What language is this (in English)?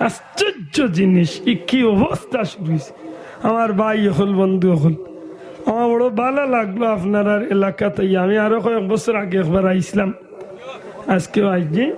Sylheti